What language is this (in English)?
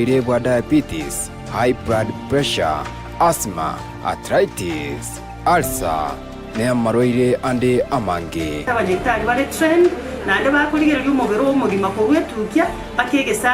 Gusii